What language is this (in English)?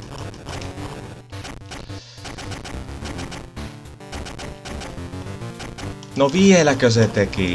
Finnish